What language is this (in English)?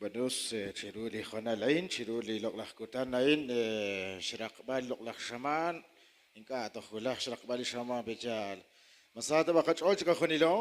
Kekchí